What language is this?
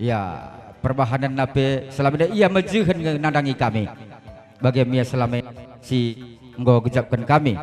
Batak Karo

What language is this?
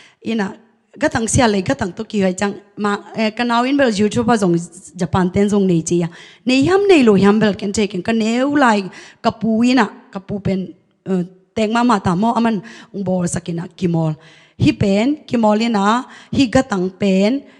Tedim Chin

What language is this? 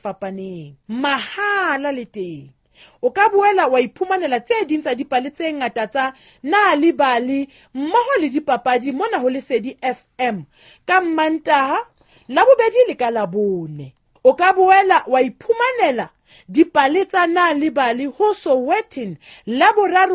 Southern Sotho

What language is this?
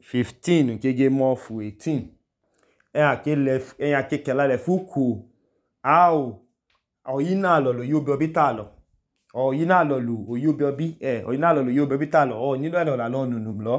Idoma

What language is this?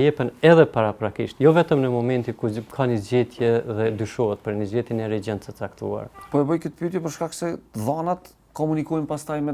Albanian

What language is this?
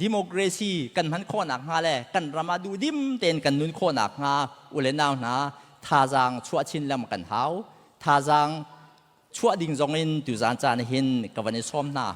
Hakha Chin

